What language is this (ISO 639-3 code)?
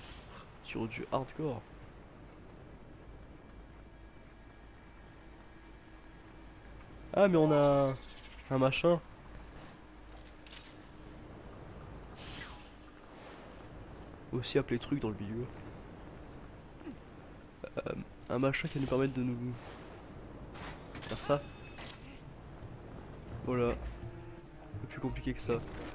fra